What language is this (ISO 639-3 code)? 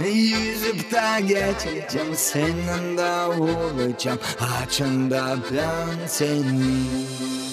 gag